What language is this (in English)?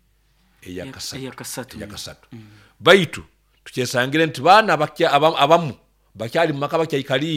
Nyoro